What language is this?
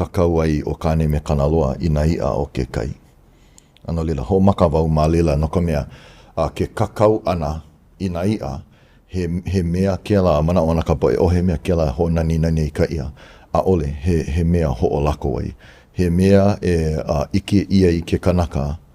Hawaiian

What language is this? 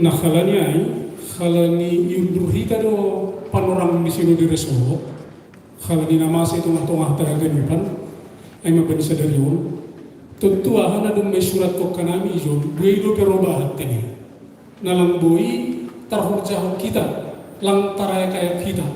Batak Simalungun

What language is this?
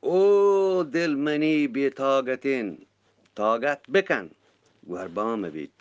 Eastern Balochi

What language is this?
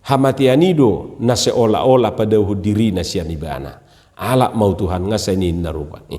Batak Toba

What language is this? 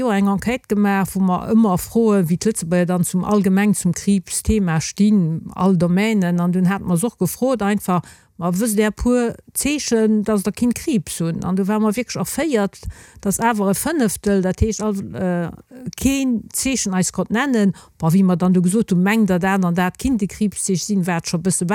Luxembourgish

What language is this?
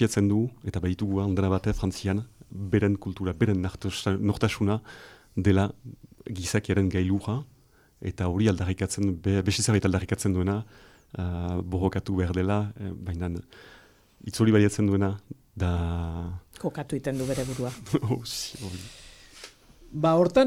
Basque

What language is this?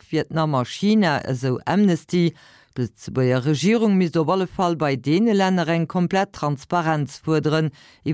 Luxembourgish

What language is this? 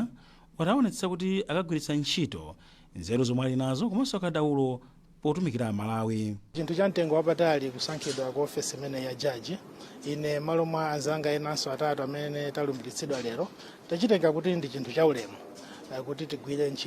Nyanja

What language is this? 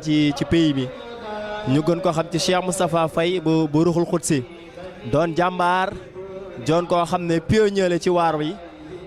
Wolof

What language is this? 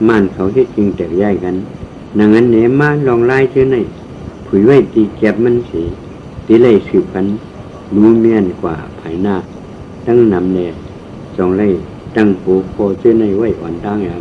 Shan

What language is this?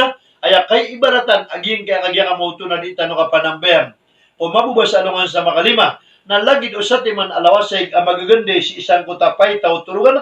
Maranao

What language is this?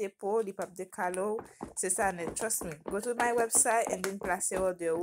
Haitian Creole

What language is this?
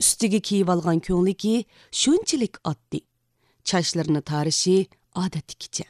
Uyghur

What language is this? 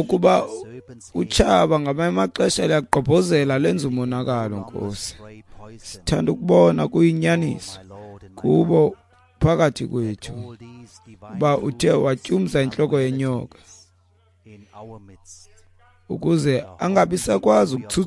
Xhosa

